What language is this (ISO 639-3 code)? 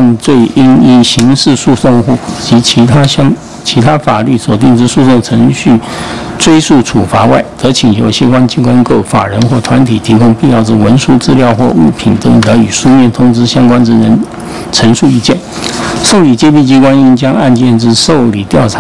zho